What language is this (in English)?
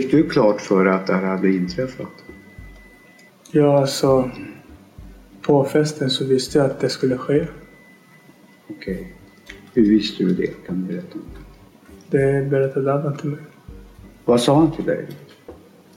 Swedish